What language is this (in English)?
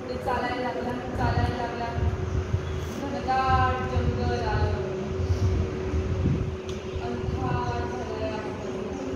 Marathi